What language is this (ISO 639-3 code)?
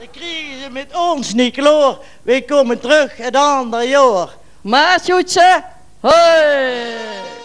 lim